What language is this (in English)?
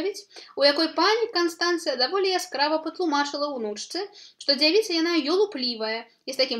Belarusian